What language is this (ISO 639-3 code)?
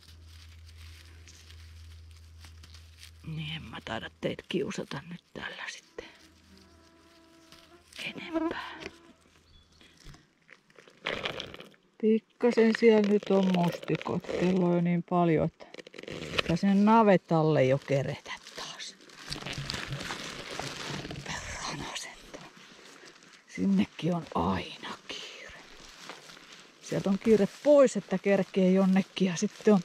fin